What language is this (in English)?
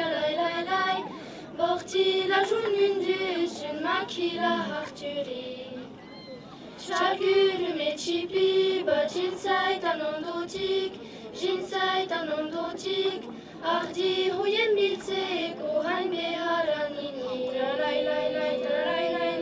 Basque